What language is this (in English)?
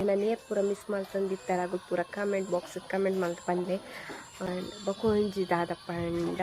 Tulu